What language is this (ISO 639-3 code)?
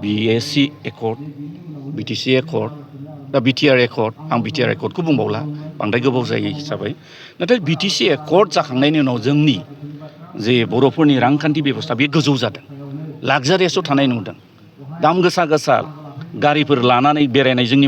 brx